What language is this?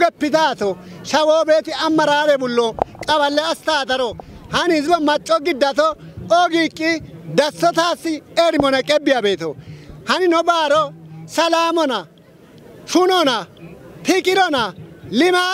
Kafa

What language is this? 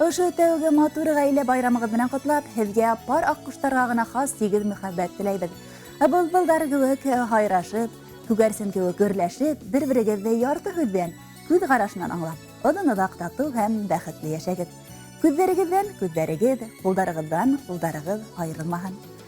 Bashkir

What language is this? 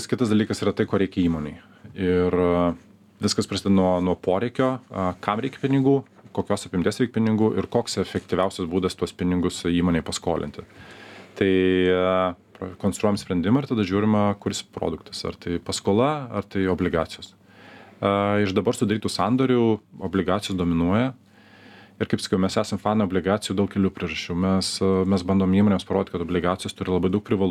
Lithuanian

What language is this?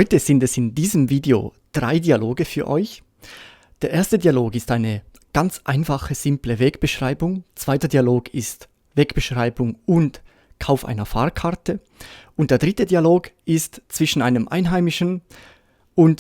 Swiss German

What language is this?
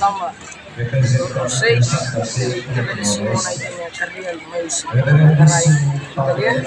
Tetum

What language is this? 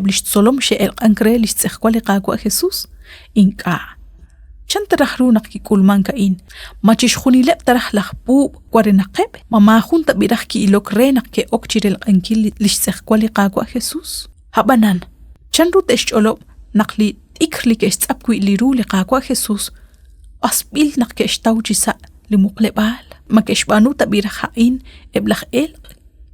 Kekchí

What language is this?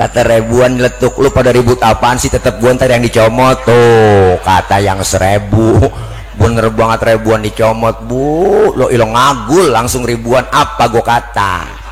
Betawi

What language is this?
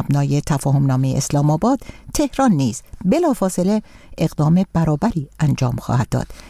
Persian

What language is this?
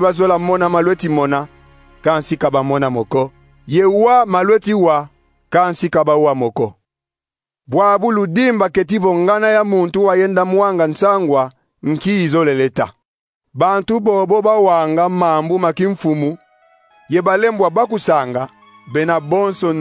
Kongo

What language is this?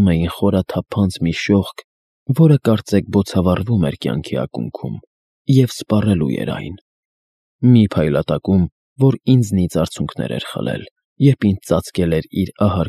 Armenian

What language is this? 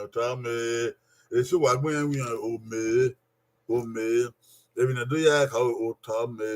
Bini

